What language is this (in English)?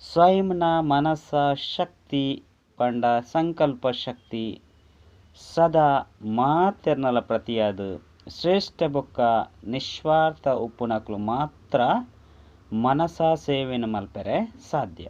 Tulu